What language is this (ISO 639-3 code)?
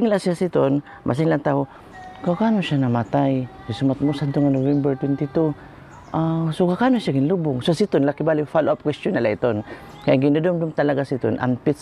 war